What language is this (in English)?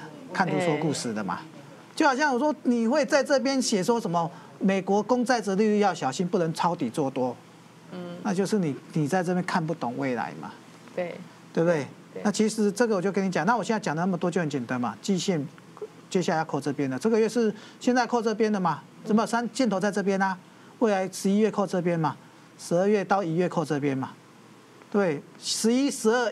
Chinese